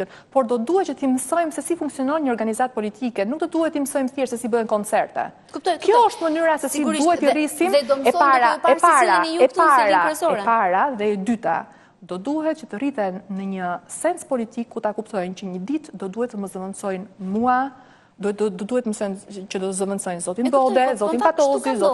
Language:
Albanian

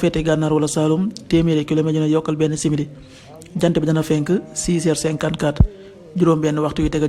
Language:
Wolof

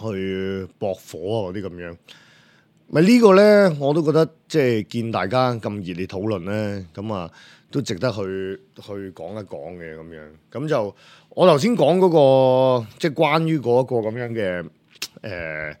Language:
Cantonese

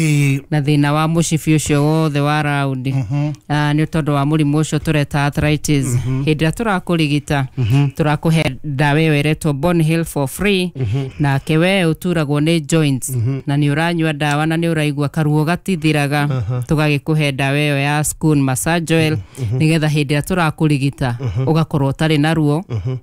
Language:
Kikuyu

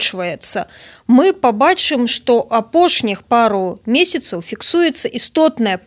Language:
Belarusian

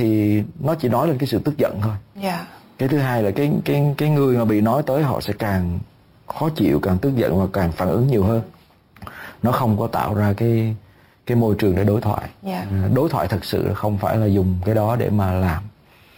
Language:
Vietnamese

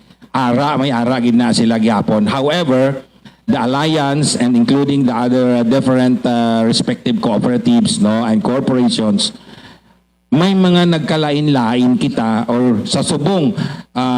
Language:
Hiligaynon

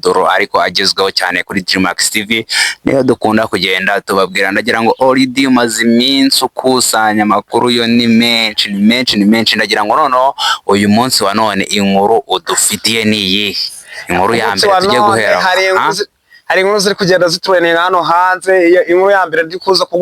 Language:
Kinyarwanda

